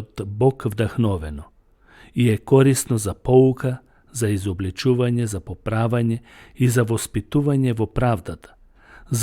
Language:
Macedonian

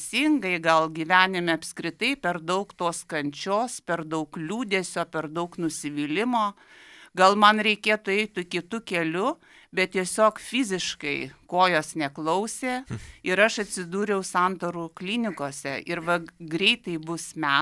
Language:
Lithuanian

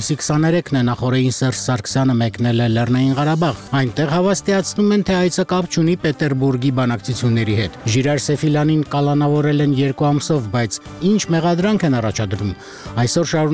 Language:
Armenian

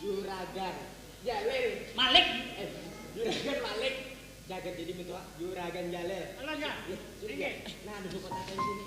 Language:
Banjar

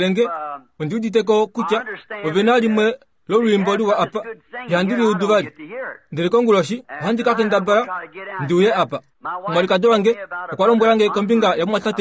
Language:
Kuanyama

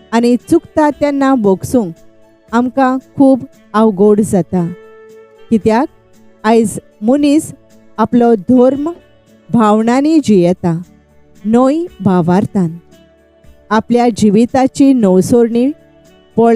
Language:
Konkani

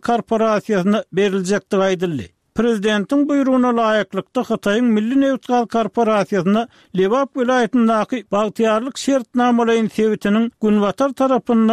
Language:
Turkmen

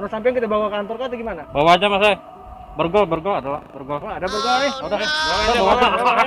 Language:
Banjar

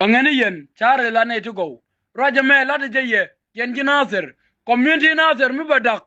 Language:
Nuer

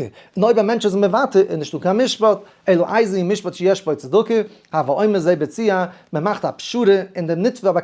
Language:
Yiddish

